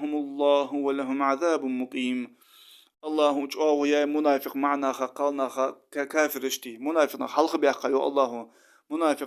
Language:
Ingush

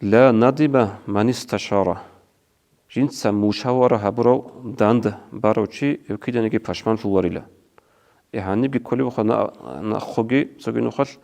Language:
Avaric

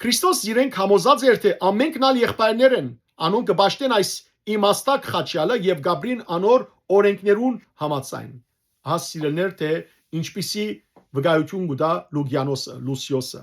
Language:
Western Armenian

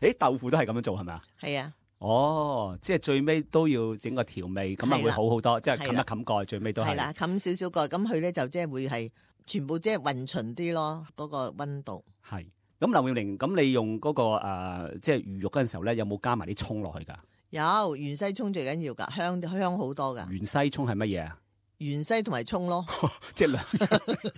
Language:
Cantonese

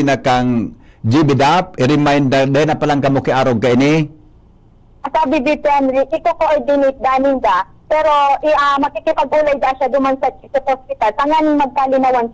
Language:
Bikol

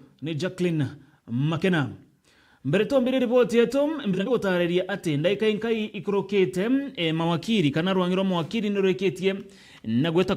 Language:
Meru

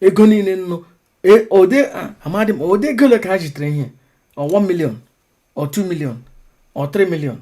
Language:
Igbo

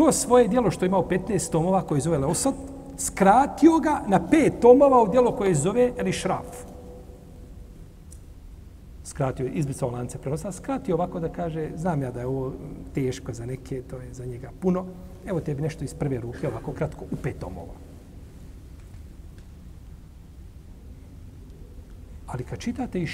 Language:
Bosnian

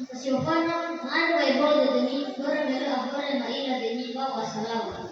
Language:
Nias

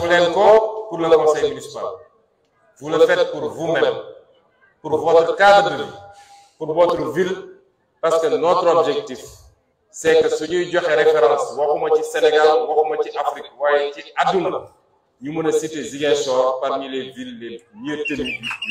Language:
Wolof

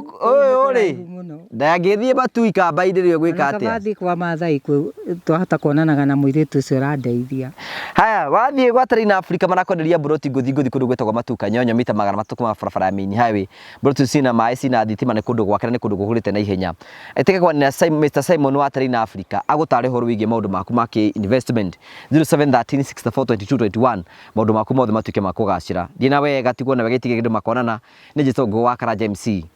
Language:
Kikuyu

